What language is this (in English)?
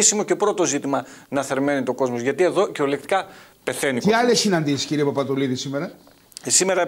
Greek